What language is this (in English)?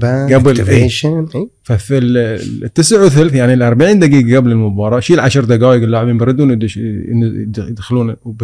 Gulf Arabic